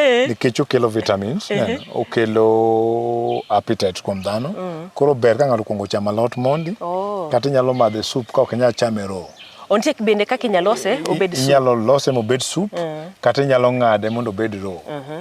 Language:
Luo (Kenya and Tanzania)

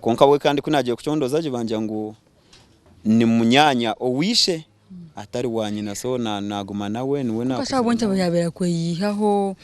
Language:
Nyankole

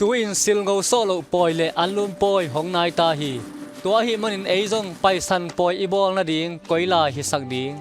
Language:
Tedim Chin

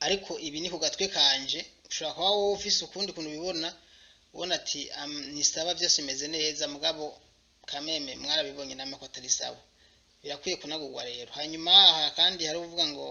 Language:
Rundi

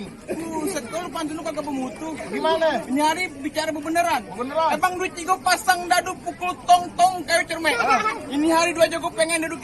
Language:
Betawi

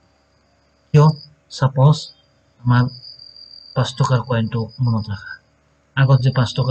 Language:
Assamese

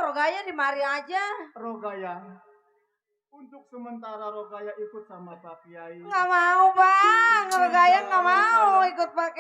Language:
Betawi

